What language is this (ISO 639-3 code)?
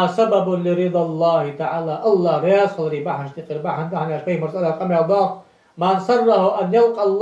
inh